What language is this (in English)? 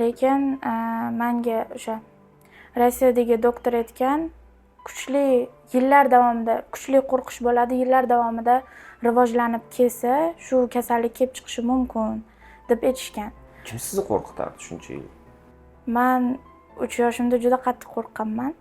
Uzbek